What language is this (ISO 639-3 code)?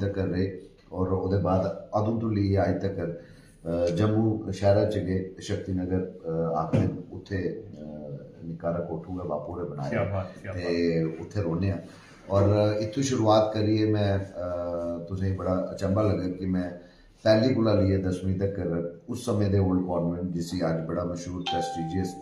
doi